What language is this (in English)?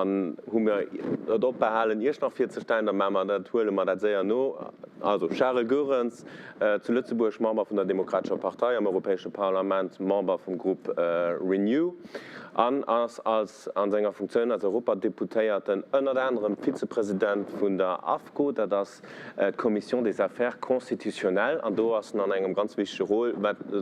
Luxembourgish